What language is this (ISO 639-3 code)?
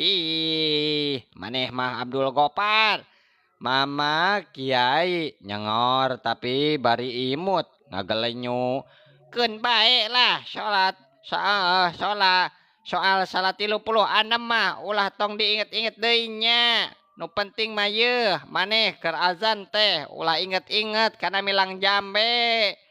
sun